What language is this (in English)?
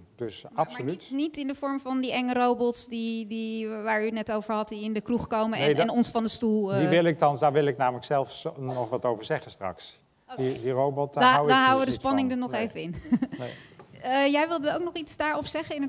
Dutch